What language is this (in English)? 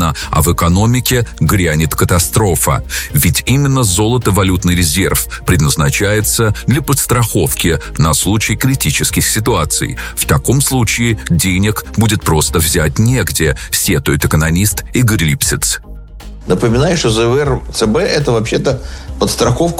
Russian